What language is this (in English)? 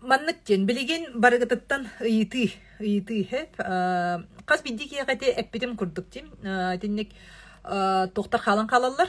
Yakut